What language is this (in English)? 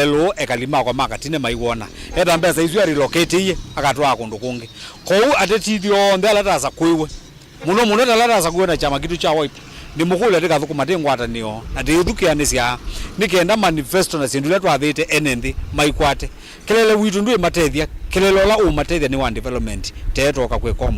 Kamba